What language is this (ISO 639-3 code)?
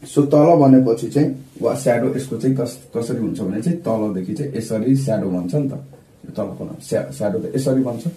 nep